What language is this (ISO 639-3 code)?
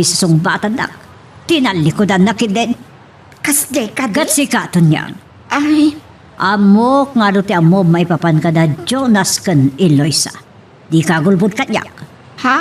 ilo